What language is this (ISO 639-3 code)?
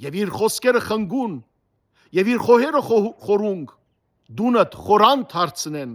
hyw